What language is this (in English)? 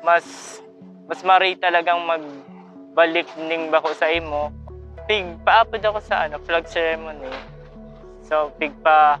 Bikol